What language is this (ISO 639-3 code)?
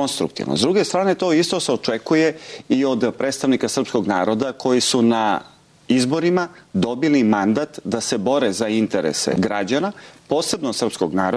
srp